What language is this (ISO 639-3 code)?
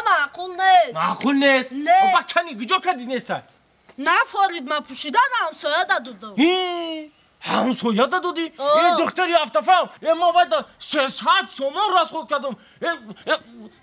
tgk